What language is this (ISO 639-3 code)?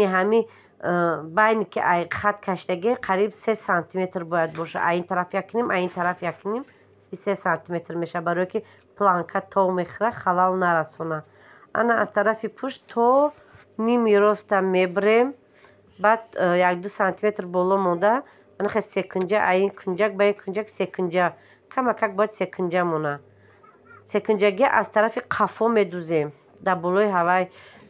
tgk